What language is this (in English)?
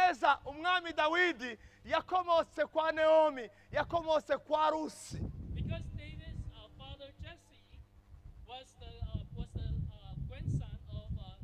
Kinyarwanda